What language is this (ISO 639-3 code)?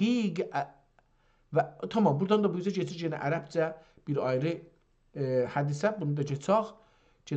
azb